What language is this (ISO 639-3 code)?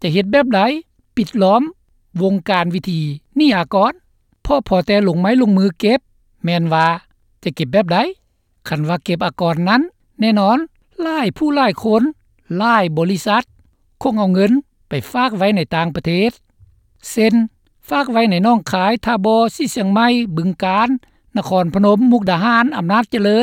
lao